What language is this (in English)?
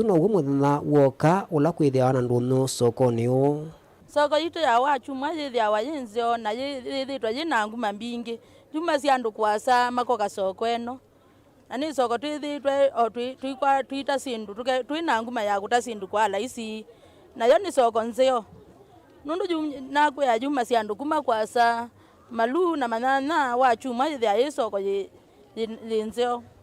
Kamba